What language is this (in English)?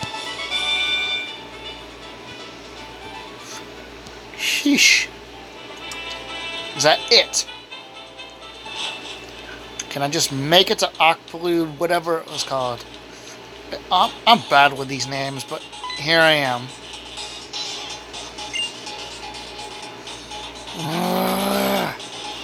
English